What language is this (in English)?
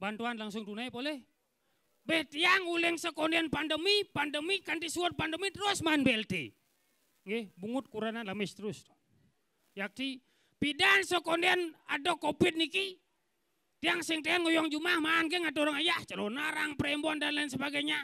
Balinese